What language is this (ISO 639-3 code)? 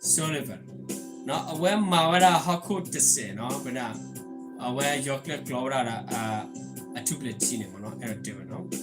ksw